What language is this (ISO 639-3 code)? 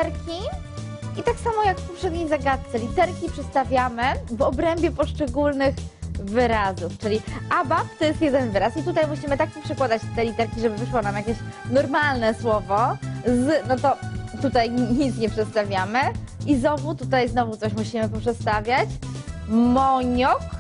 pol